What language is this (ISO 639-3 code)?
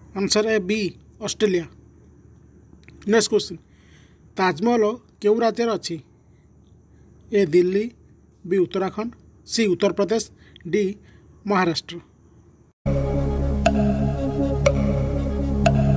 ori